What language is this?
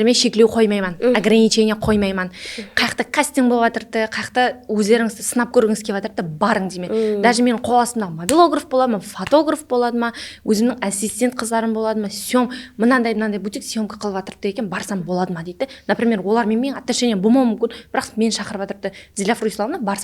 Kara-Kalpak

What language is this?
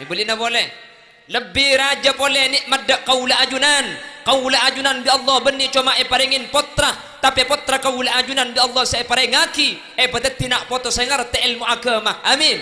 Madurese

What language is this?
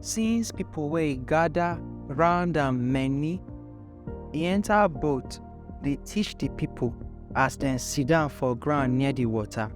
Nigerian Pidgin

